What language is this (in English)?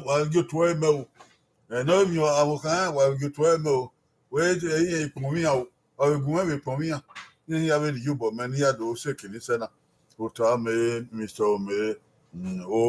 Bini